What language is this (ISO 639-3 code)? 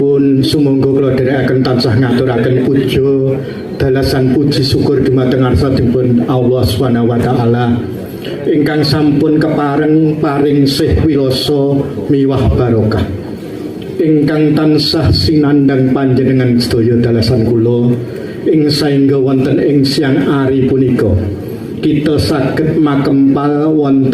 jav